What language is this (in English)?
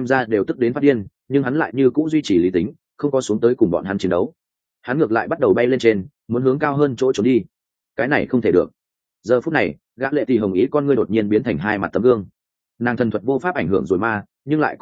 Vietnamese